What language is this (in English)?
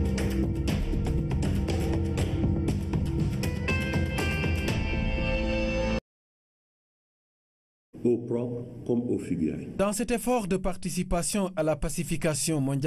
French